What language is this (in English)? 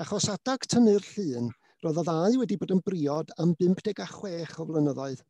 Welsh